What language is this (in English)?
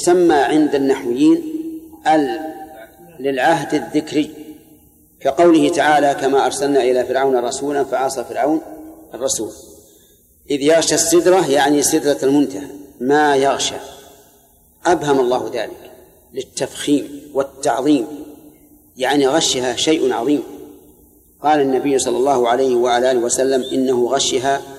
Arabic